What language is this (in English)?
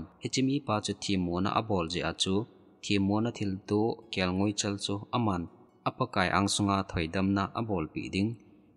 Thado Chin